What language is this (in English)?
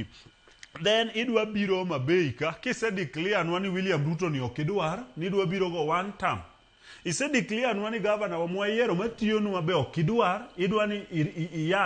Luo (Kenya and Tanzania)